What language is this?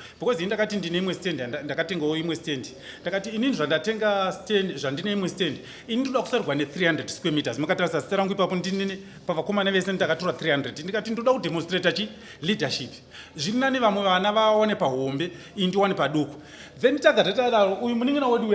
Shona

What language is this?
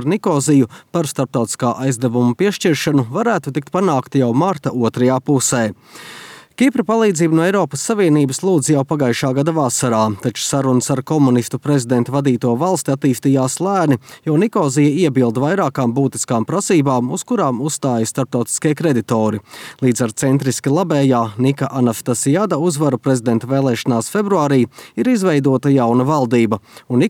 Latvian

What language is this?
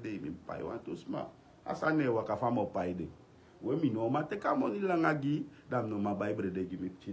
Sranan Tongo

